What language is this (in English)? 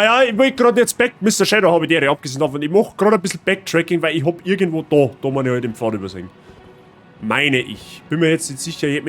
Bavarian